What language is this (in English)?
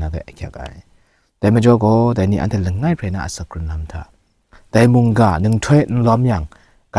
Kachin